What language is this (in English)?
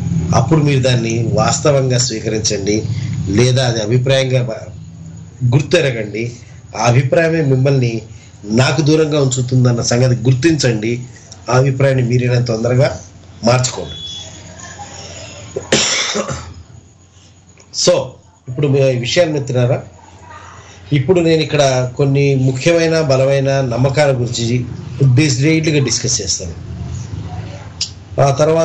Telugu